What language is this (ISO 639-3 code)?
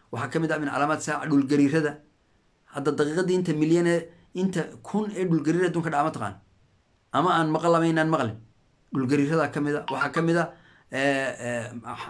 som